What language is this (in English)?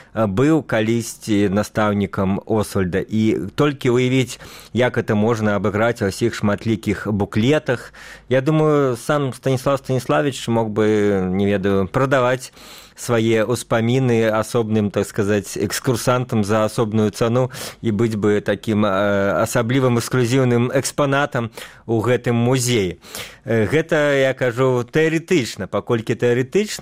Belarusian